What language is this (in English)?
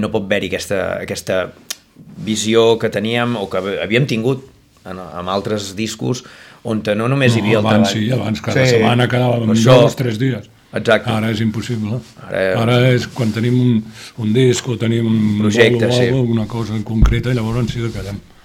Catalan